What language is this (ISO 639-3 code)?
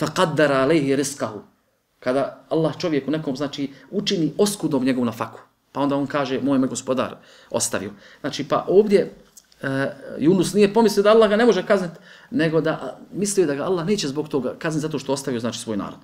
bos